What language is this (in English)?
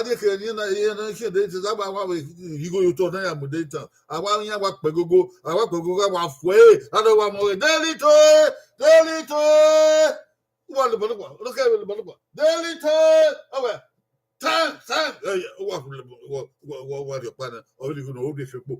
Bini